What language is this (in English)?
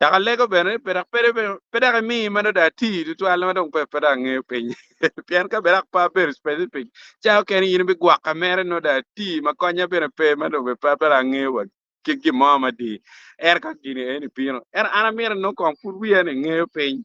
Acoli